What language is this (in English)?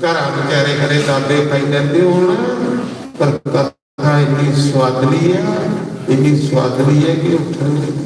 Dogri